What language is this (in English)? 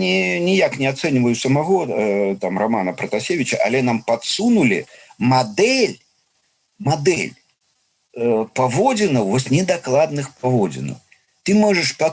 Belarusian